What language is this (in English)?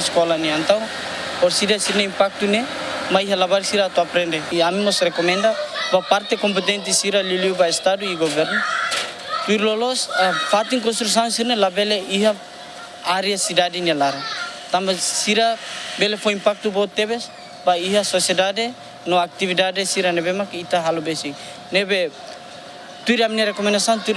Tetum